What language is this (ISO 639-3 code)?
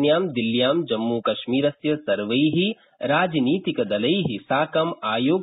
san